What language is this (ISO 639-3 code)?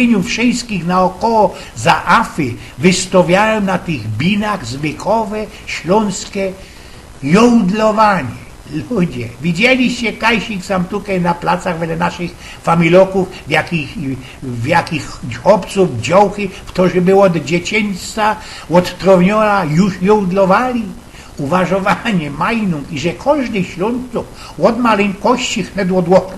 szl